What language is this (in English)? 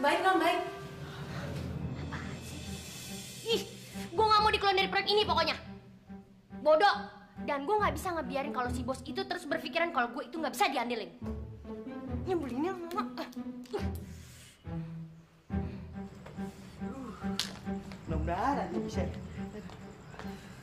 Indonesian